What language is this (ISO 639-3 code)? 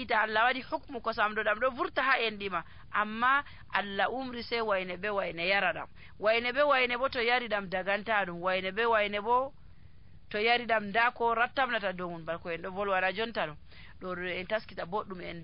fuv